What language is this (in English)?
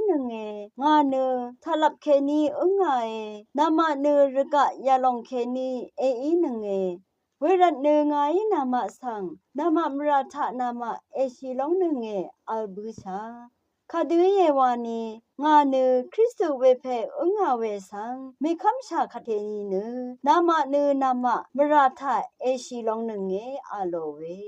Rawang